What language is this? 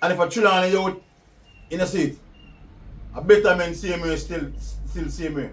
Jamaican Creole English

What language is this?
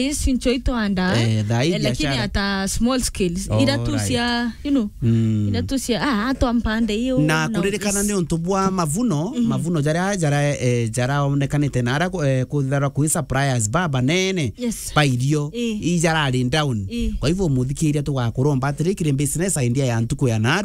Meru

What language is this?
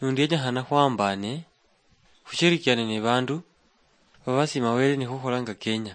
Luyia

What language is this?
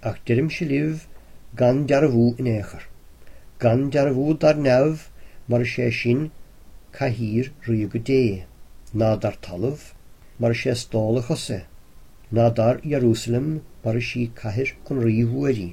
Irish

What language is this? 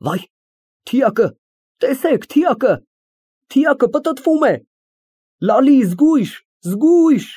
Armenian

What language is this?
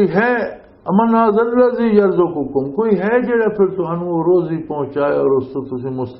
Western Panjabi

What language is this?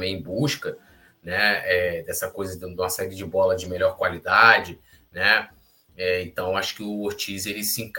Portuguese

